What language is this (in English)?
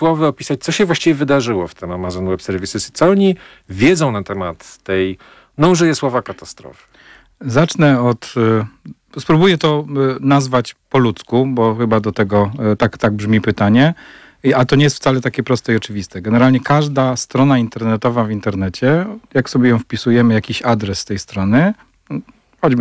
Polish